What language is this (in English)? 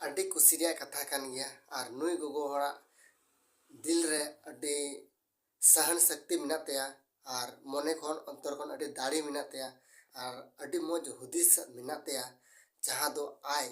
Santali